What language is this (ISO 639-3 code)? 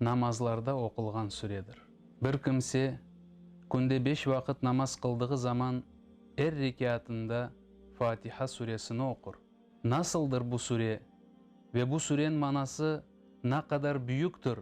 crh